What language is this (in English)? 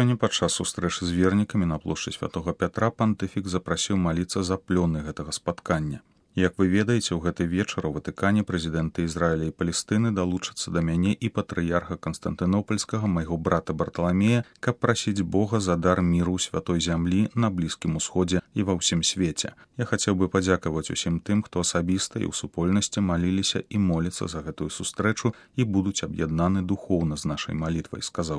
Belarusian